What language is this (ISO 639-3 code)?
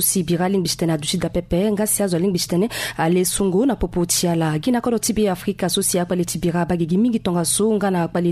sag